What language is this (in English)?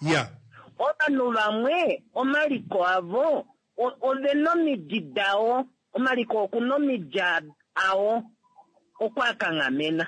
Kuanyama